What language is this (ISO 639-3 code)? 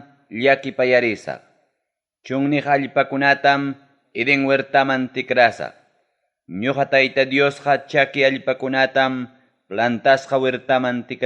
quy